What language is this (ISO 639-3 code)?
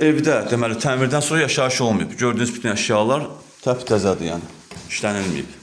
aze